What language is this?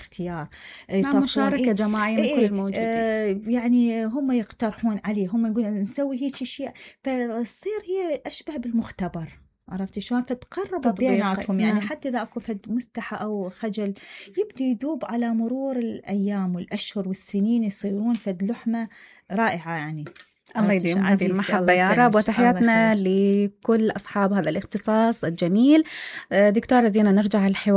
Mesopotamian Arabic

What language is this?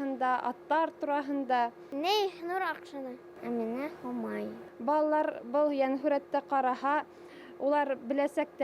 Bashkir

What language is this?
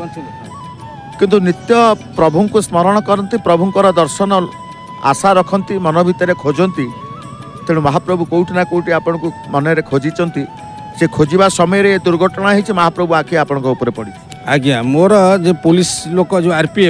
Odia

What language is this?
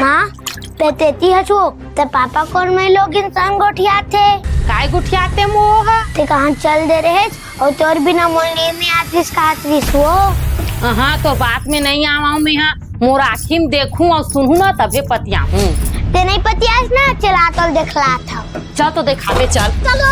Chhattisgarhi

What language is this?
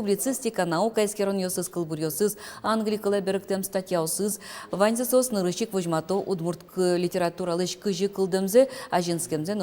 Udmurt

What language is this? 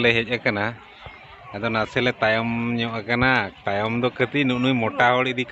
Santali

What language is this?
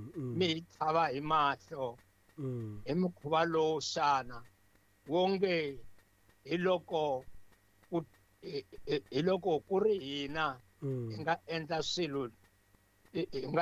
Tsonga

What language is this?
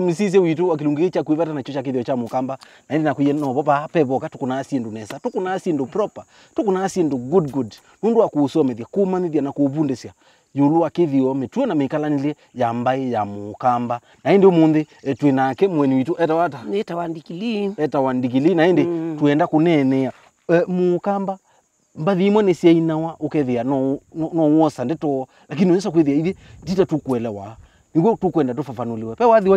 Kamba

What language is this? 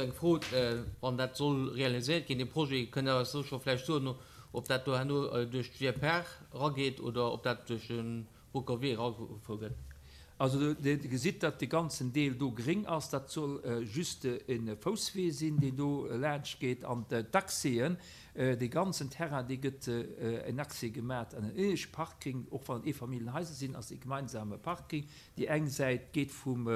Luxembourgish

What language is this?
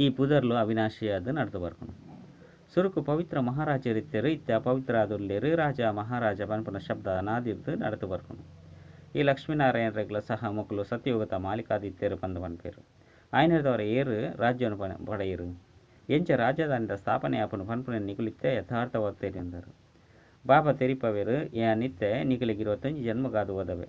Tulu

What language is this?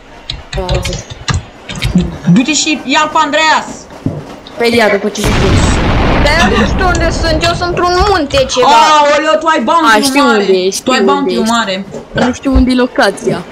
Romanian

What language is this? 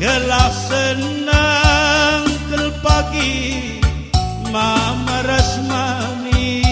Batak Karo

